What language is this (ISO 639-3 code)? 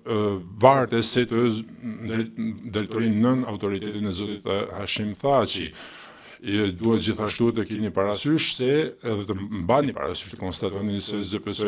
sqi